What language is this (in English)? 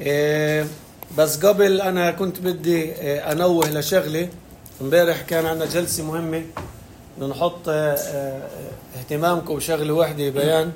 North Levantine Arabic